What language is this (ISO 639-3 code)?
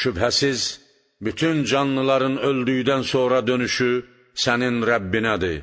aze